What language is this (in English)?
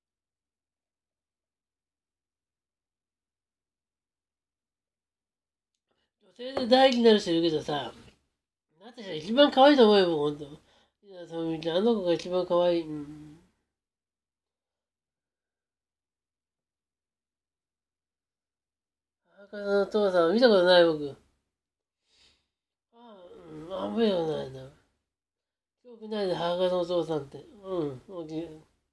Japanese